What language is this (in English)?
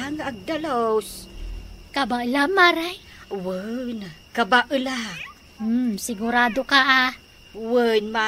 Iloko